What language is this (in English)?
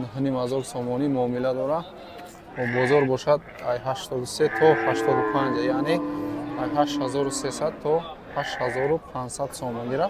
Tajik